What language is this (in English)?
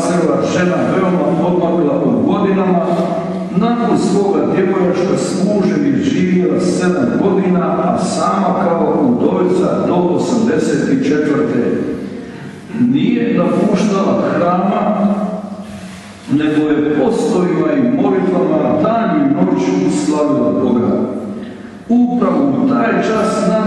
Croatian